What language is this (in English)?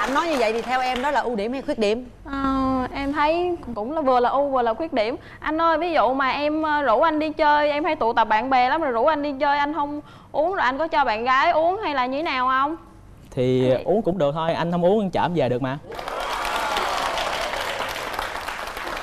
Vietnamese